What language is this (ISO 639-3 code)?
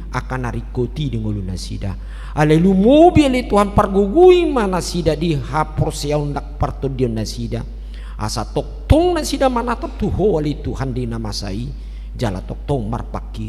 bbc